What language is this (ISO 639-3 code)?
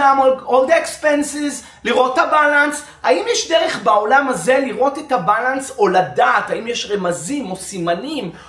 heb